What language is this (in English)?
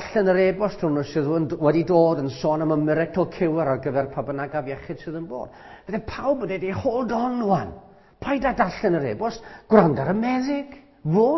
Welsh